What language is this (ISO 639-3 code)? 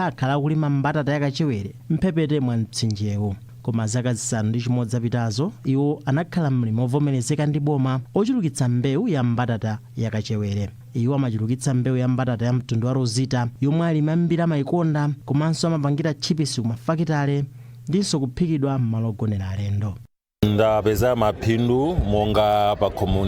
nya